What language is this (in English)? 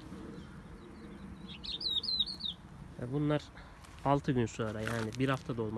Turkish